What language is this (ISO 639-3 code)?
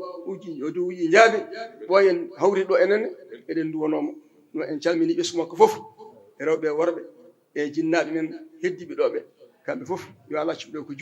ful